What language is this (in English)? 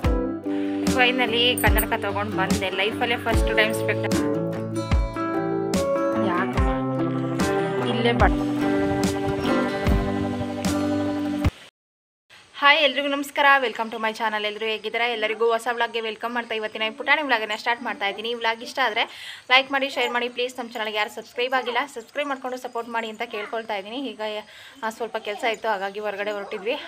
Kannada